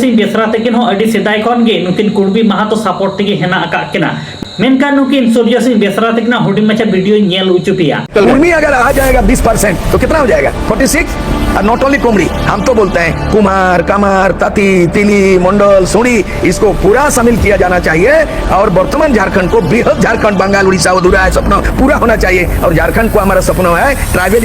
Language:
Santali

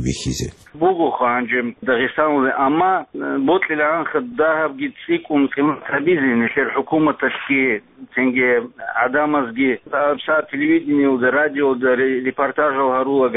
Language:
Avaric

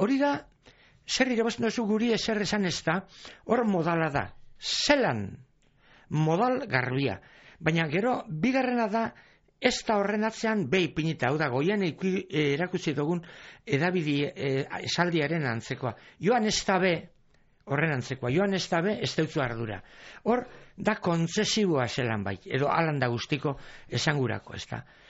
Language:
Basque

